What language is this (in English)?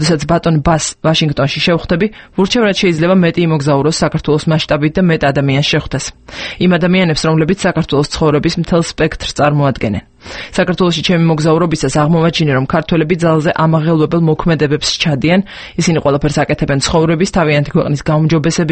Georgian